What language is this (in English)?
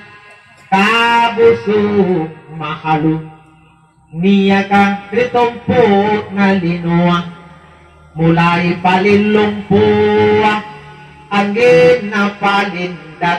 Makasar